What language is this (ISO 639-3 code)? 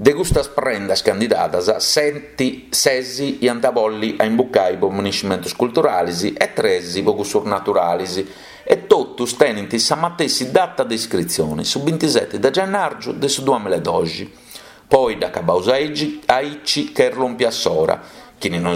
srd